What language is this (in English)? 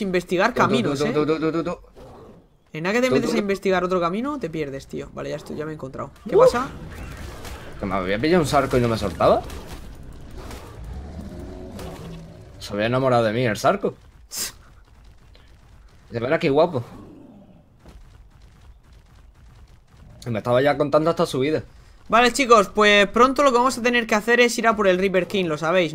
Spanish